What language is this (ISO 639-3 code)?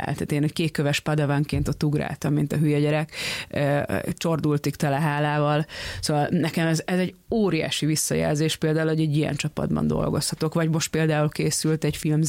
hun